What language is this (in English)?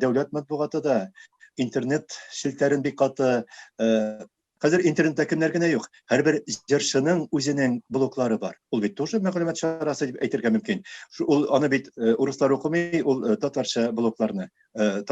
Tatar